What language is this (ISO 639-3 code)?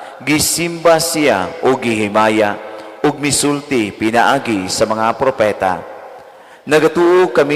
ceb